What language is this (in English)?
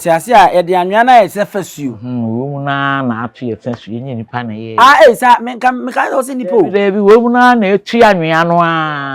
Akan